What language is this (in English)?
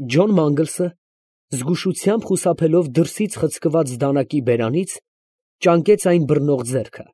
Armenian